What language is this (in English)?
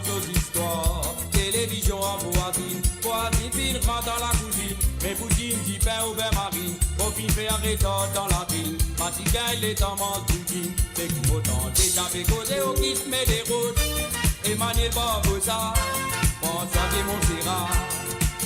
Morisyen